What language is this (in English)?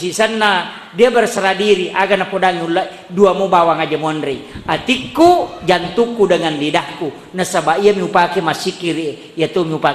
Buginese